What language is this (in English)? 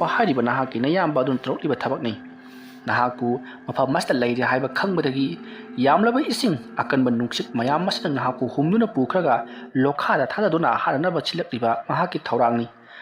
Manipuri